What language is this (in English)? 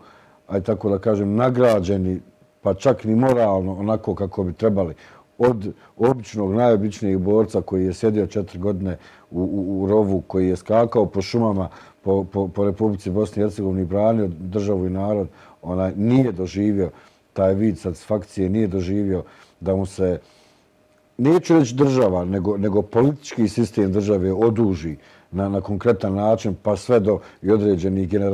Bosnian